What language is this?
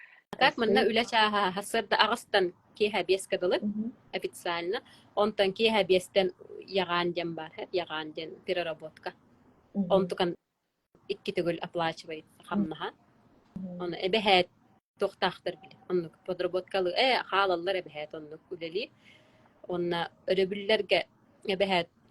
Yakut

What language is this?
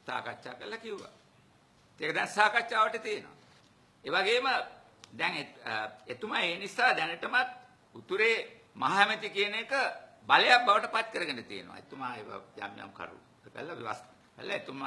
Sinhala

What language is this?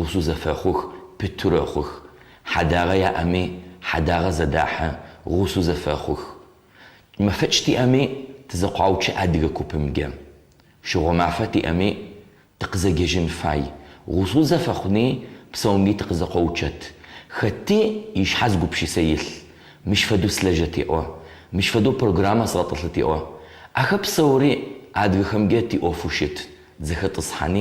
Adyghe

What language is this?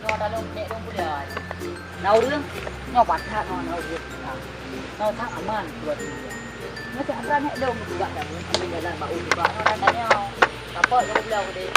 Achinese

